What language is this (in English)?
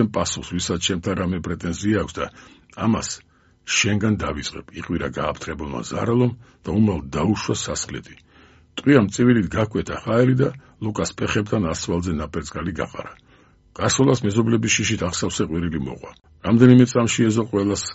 Georgian